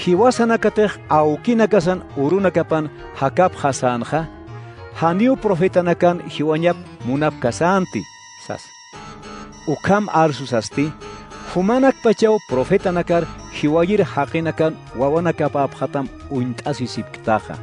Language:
Aymara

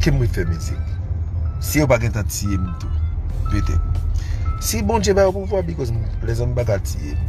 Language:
Haitian Creole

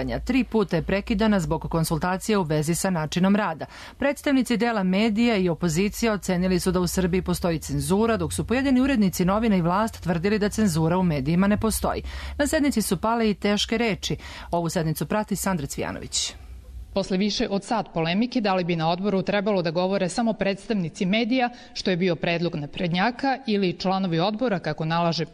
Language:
Serbian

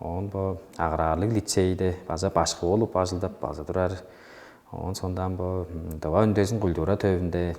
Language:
Tuvinian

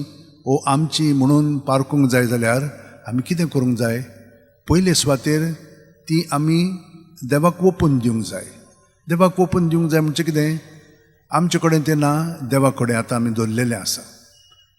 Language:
Konkani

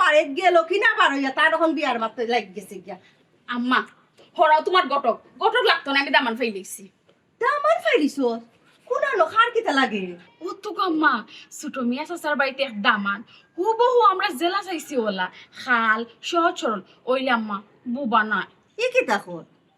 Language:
Sylheti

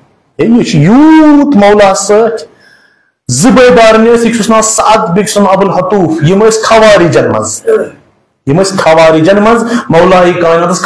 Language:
Kashmiri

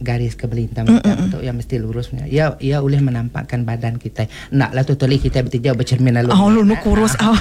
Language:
Iban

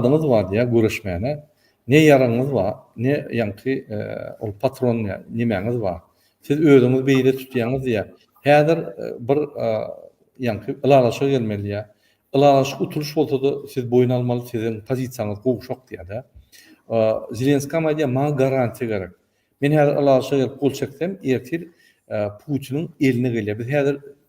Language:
Turkmen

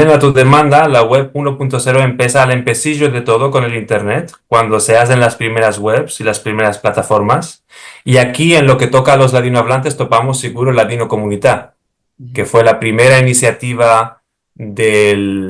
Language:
Ladino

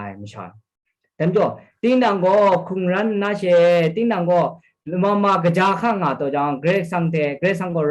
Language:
Kachin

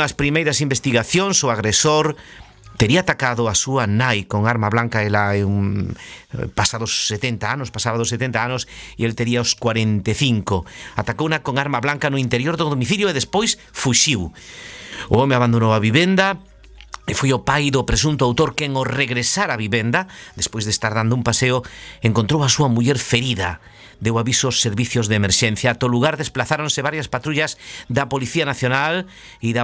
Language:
Galician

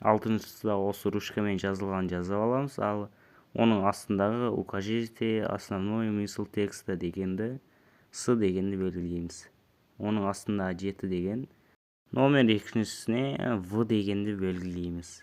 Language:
Kazakh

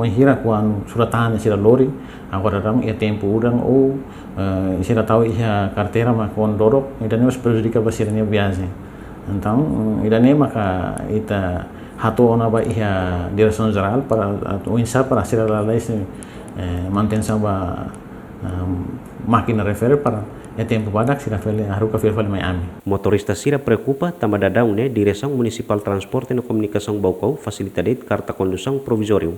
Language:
Tetum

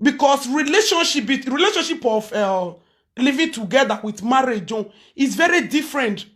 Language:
Nigerian Pidgin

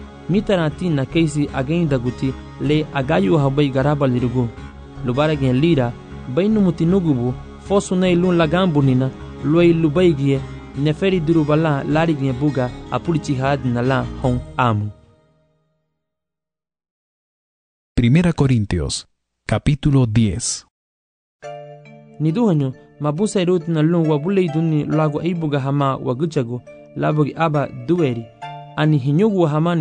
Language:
Garifuna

